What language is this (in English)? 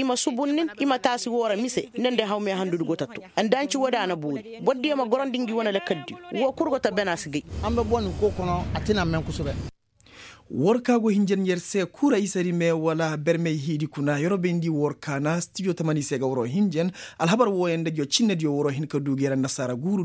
Koyraboro Senni